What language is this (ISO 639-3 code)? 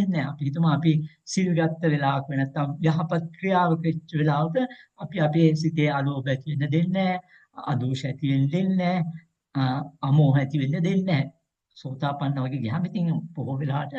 sin